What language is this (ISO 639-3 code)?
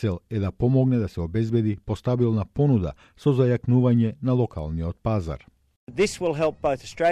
mkd